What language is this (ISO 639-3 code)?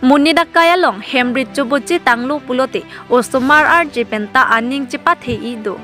mjw